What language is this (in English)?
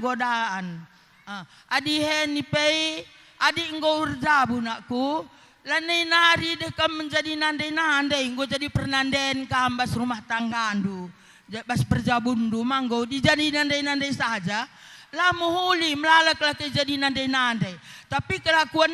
Batak Karo